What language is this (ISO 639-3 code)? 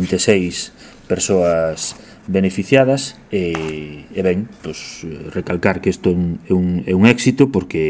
glg